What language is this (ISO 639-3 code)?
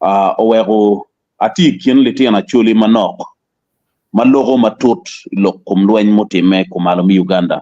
ach